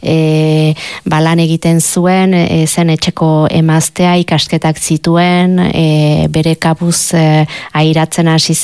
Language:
Basque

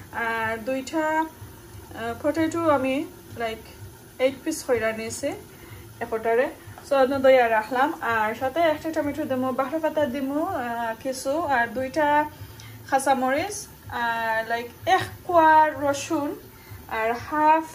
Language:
Sylheti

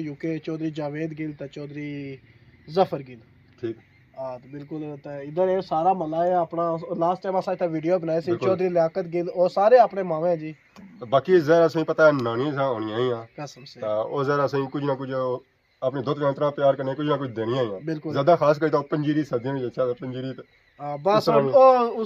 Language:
Pahari-Potwari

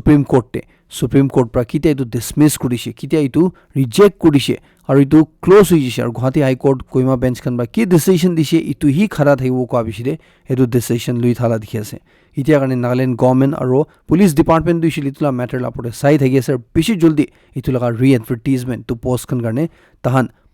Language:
Naga Pidgin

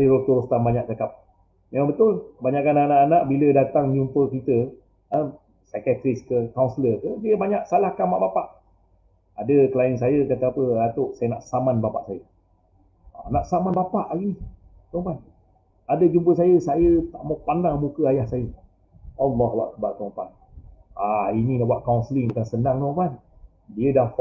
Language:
Malay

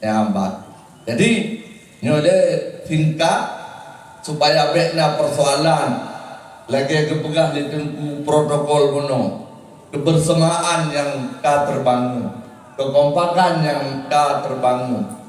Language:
Achinese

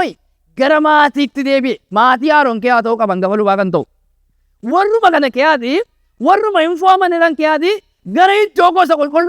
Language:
Oromo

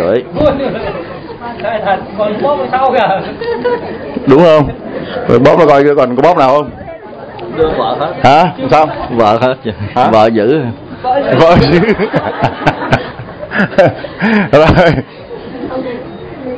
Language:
Vietnamese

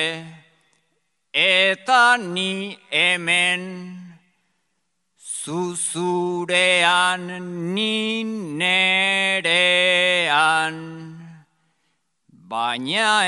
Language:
Basque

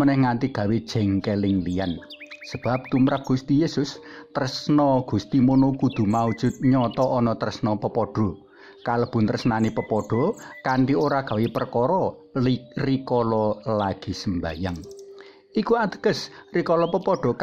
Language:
Javanese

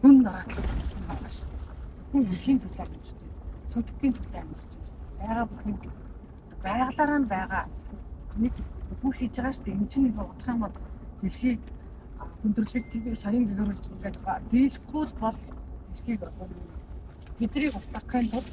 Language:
Mongolian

